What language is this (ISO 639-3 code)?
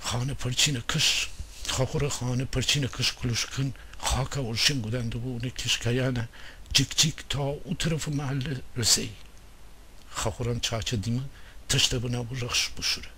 glk